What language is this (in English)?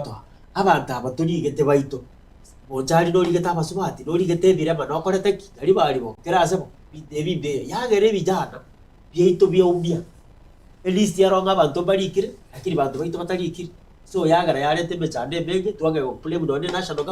Gusii